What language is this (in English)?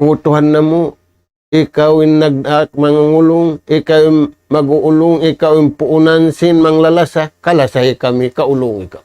Tausug